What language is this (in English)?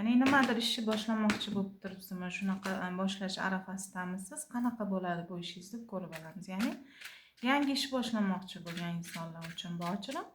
Uzbek